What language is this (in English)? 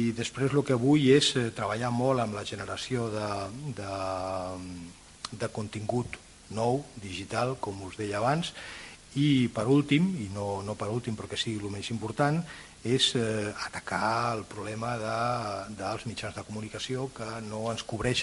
Catalan